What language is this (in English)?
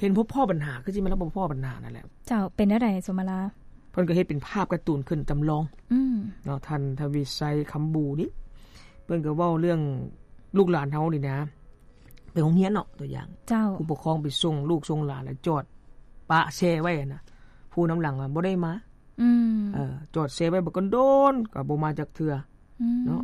Lao